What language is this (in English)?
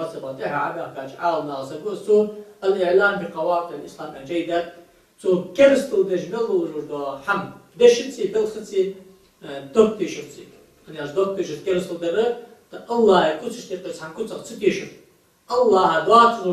Ingush